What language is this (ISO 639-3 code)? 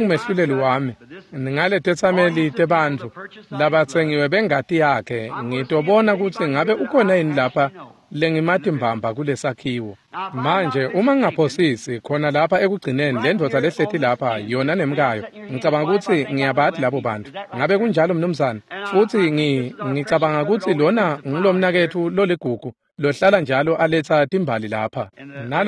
ssw